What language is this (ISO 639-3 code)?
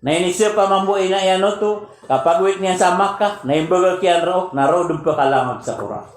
mrw